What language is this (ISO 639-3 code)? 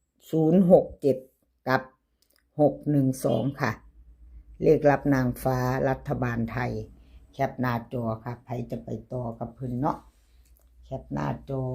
lao